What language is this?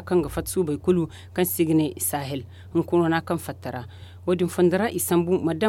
Zarma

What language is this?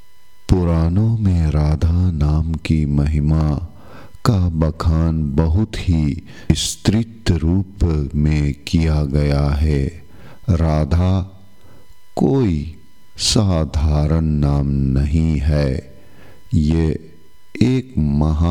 Hindi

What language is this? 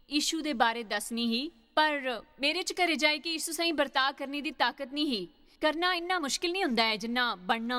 Dogri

